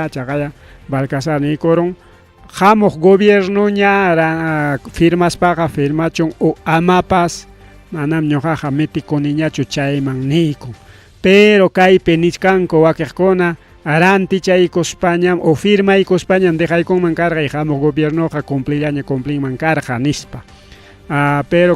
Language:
Ayacucho Quechua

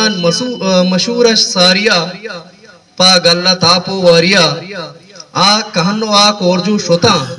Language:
Eastern Balochi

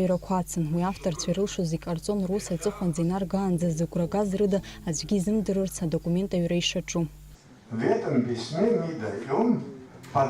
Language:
Abkhazian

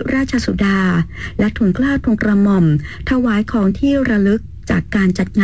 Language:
Thai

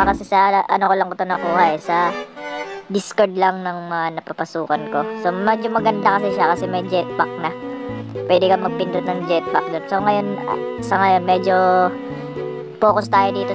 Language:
Filipino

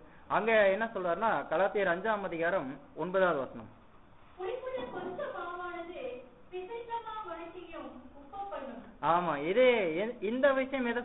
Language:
Tamil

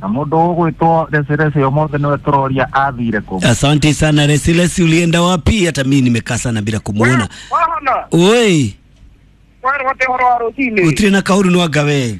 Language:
Kikuyu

